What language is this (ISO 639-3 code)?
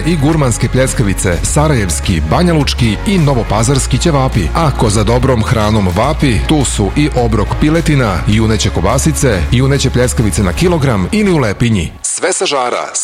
srp